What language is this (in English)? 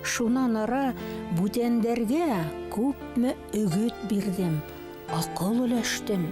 Bashkir